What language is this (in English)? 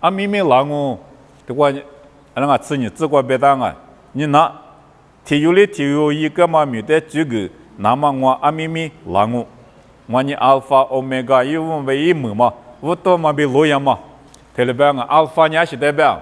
Lisu